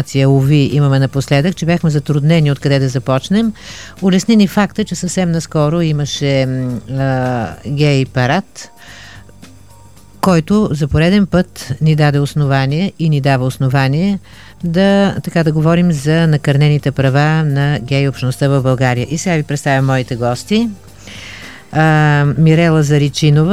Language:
Bulgarian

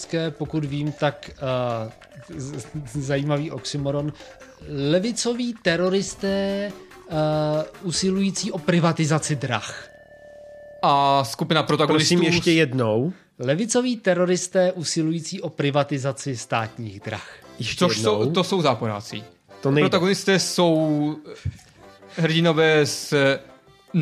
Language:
Czech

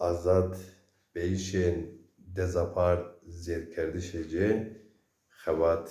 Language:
Zaza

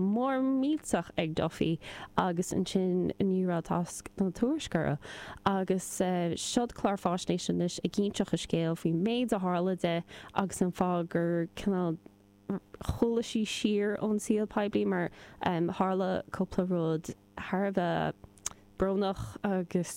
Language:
Irish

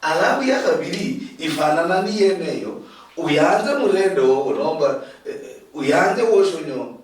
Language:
Luyia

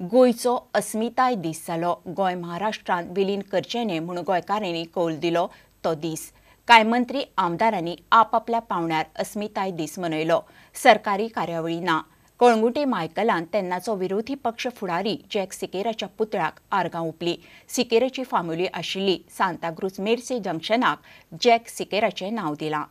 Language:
Konkani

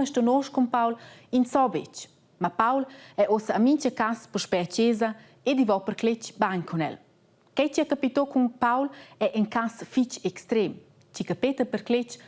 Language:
Romansh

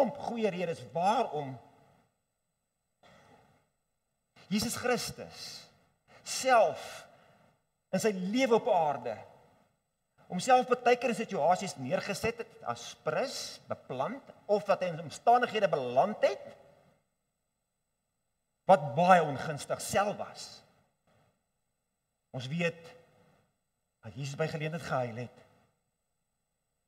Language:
Afrikaans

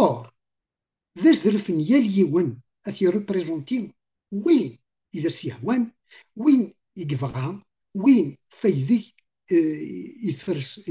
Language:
Kabyle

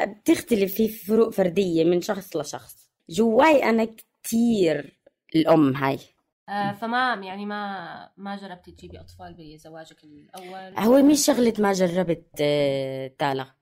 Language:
North Levantine Arabic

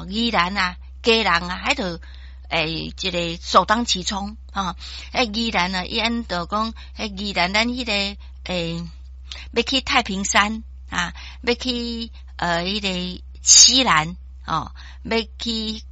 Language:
Min Nan Chinese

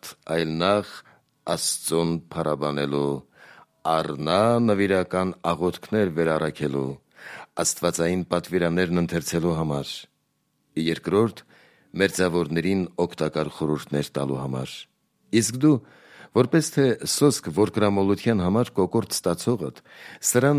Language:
Armenian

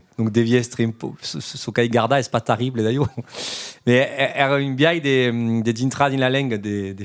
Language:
Occitan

